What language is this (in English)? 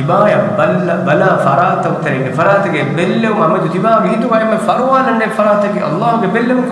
Divehi